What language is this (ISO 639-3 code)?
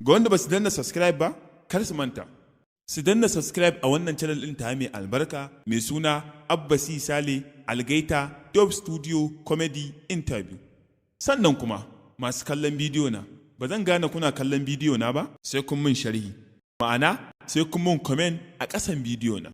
hau